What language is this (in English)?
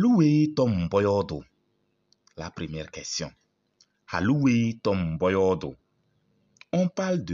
Kabiyè